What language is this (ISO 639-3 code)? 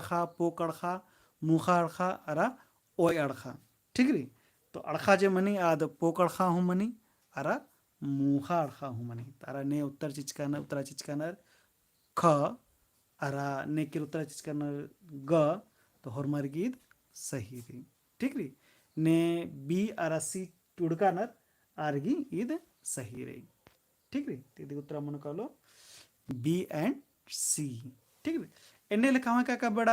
kru